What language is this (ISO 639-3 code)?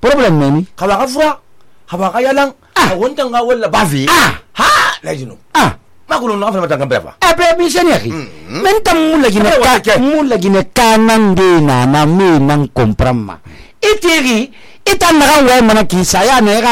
sus